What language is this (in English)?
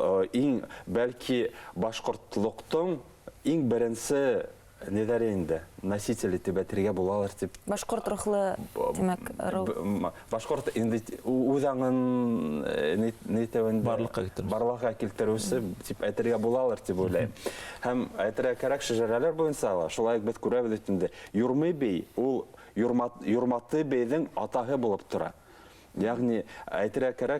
Bashkir